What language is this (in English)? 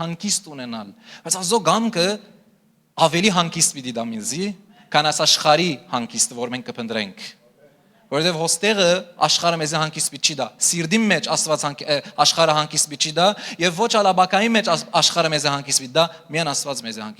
Western Armenian